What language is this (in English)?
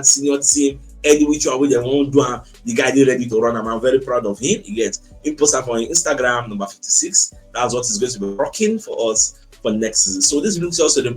Nigerian Pidgin